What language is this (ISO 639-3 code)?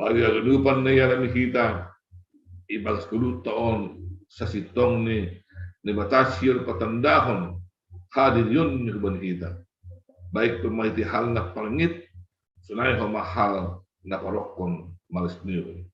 bts